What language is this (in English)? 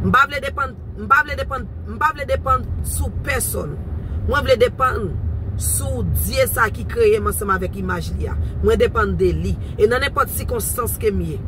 Haitian Creole